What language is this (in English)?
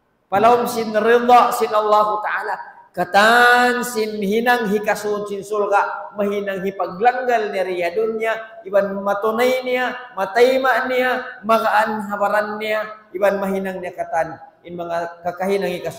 Tausug